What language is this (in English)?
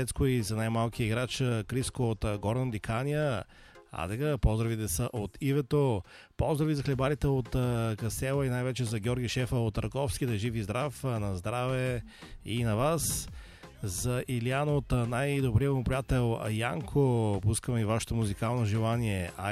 Bulgarian